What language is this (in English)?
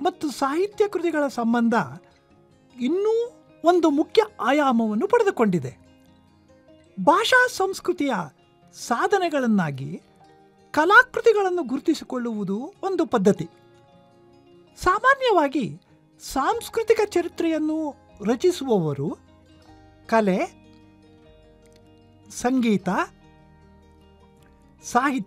Kannada